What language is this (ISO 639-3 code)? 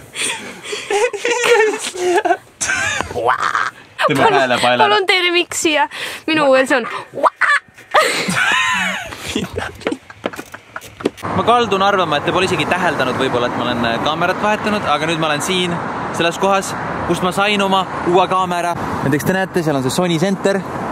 est